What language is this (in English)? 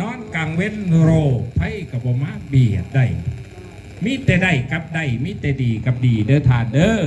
Northeastern Thai